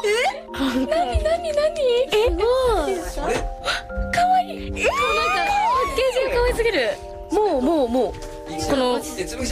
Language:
Japanese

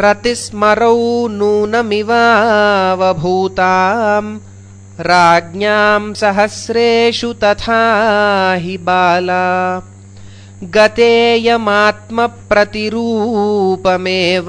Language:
Sanskrit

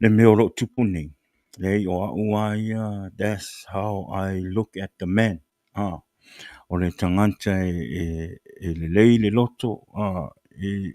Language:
Samoan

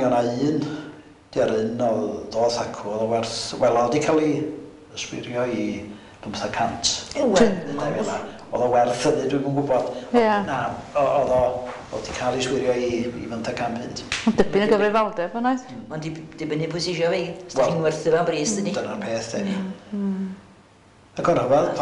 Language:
Welsh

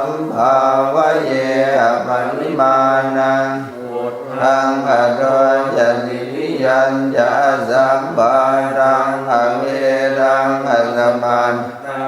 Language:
Pali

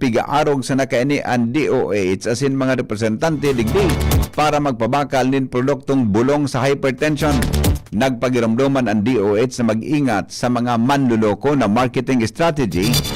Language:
Bikol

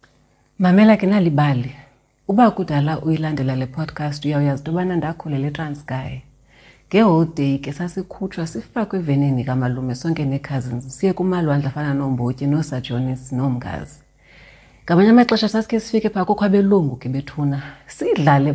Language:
Xhosa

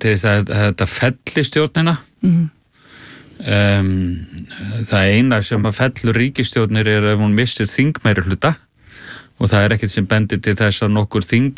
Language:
Icelandic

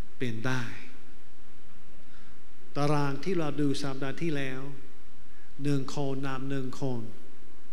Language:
Thai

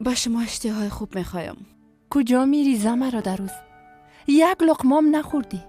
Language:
Persian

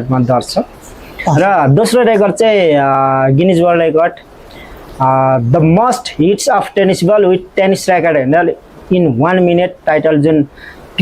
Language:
Nepali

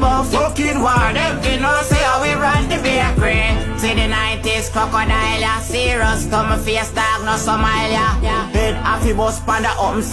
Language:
Jamaican Creole English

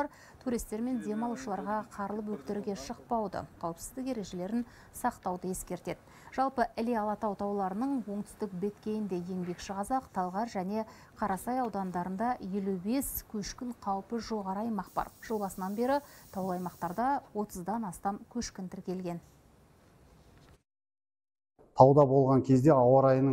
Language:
Kazakh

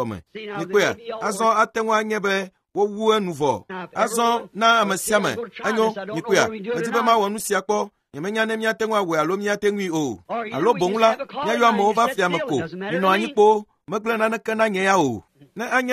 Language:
Ewe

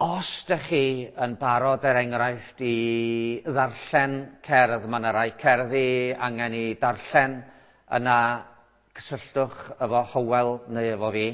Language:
Welsh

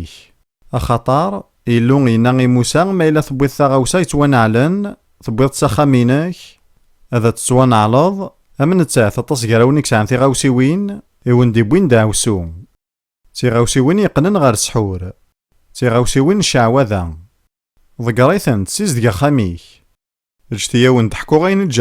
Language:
Kabyle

